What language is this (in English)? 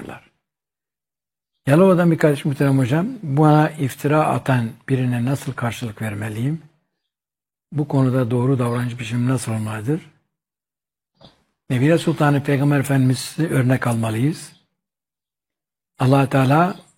Turkish